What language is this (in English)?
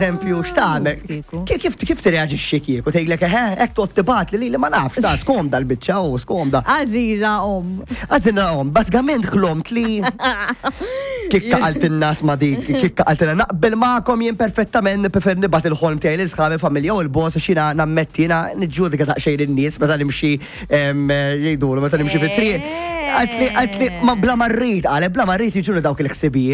Maltese